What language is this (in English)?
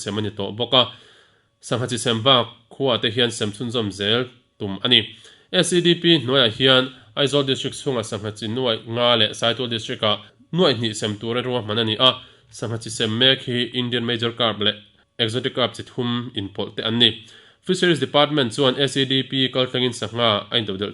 Mizo